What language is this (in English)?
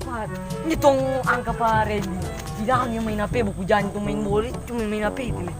Manado Malay